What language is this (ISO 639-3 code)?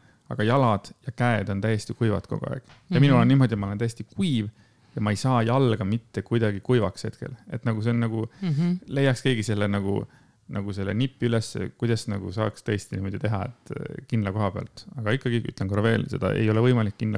est